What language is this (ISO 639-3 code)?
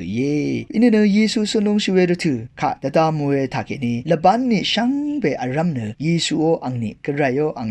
raw